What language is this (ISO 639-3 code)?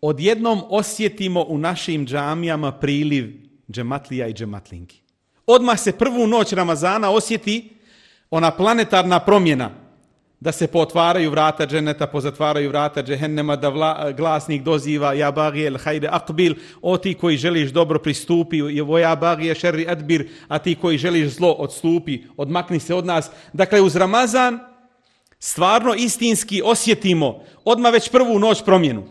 bos